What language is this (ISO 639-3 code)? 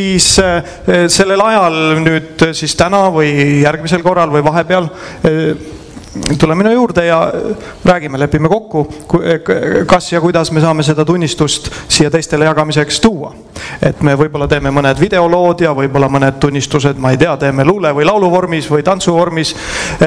est